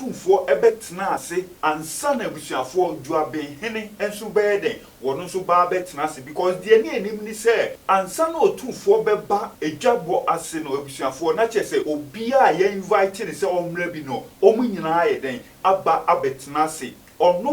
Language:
Akan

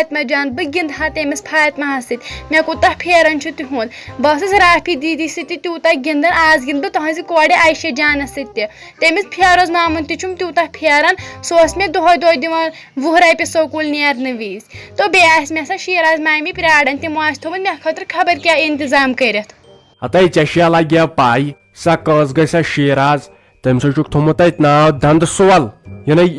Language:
Kashmiri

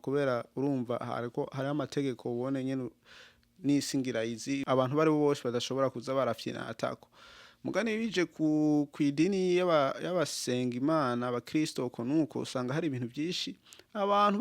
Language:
Rundi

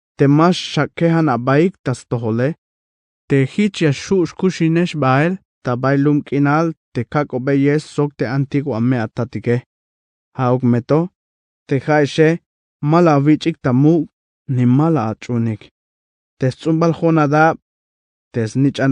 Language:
Tzeltal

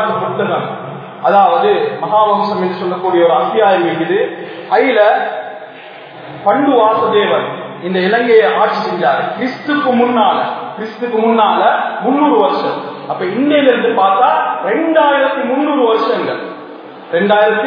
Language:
Tamil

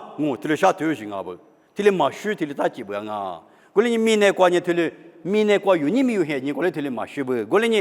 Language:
Lisu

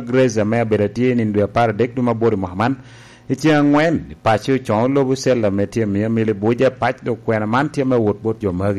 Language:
Lango (Uganda)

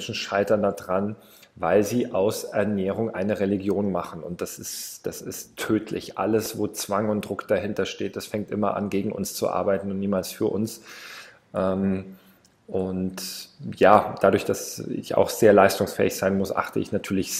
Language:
German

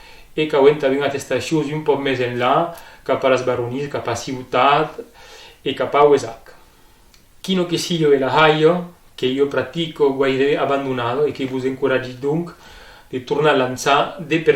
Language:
Occitan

